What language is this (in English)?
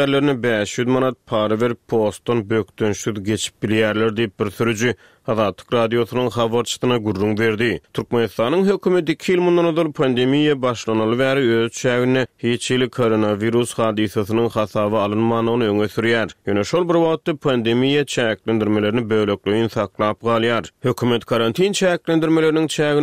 Turkmen